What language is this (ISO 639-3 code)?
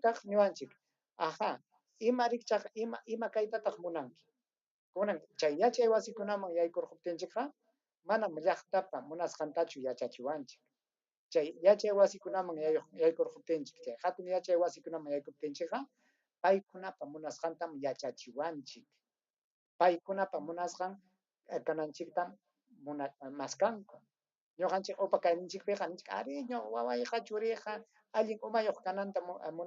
quy